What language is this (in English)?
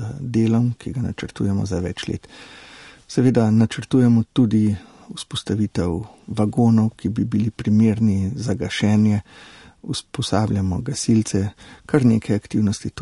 Slovenian